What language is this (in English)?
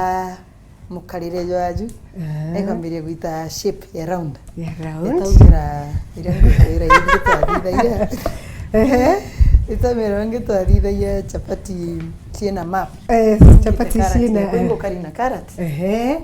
Meru